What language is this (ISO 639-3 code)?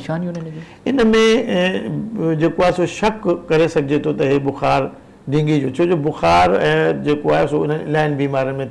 snd